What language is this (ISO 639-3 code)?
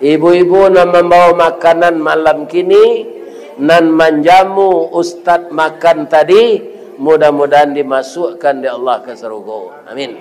min